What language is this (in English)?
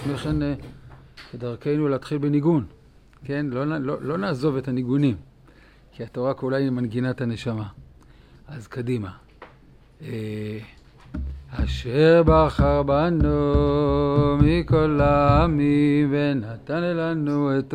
Hebrew